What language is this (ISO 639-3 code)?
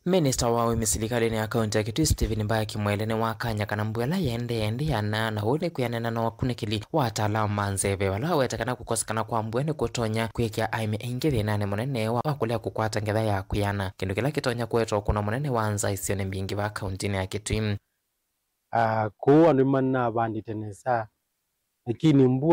kam